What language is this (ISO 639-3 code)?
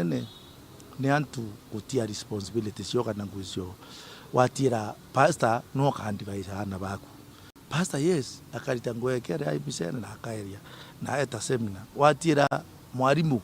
mer